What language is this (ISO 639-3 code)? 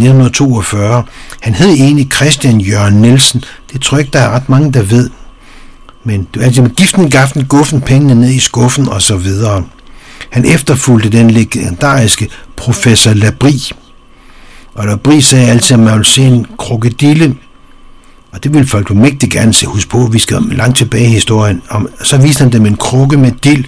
dan